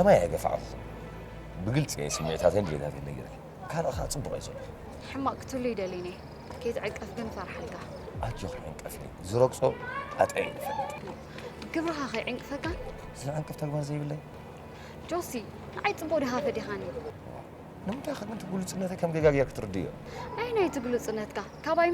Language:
Tigrinya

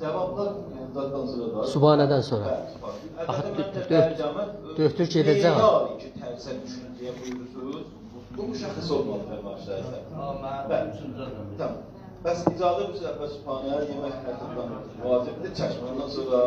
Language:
South Azerbaijani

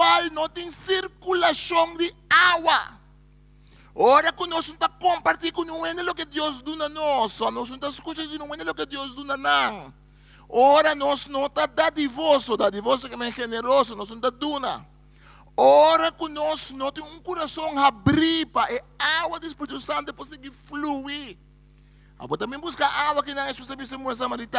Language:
Papiamento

